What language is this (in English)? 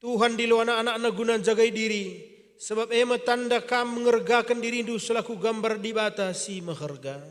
Batak Karo